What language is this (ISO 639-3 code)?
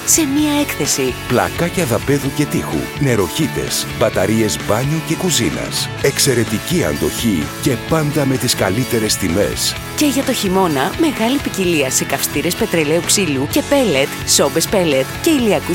ell